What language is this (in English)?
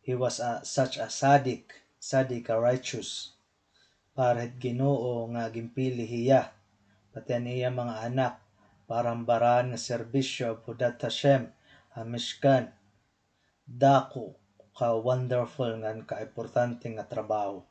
Waray